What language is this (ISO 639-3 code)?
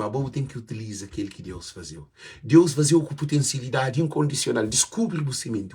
kea